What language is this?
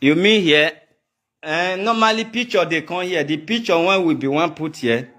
Nigerian Pidgin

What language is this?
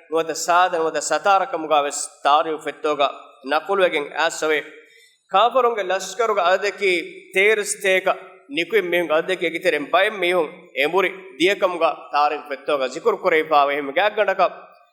Divehi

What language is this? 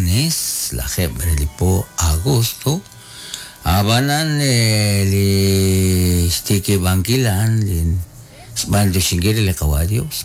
Kekchí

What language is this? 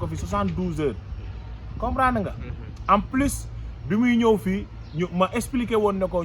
Wolof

